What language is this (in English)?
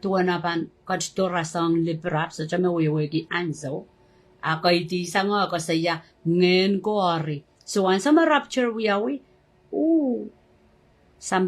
Pohnpeian